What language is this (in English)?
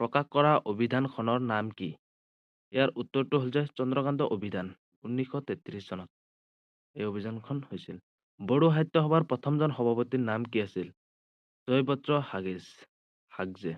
Assamese